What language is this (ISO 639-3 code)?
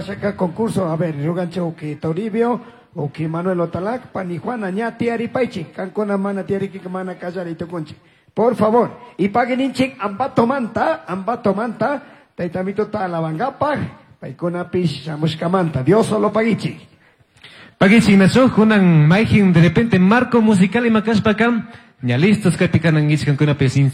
qug